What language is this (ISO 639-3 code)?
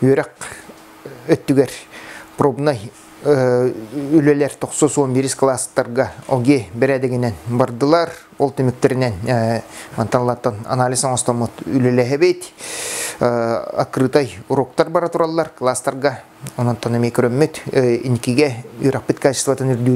sah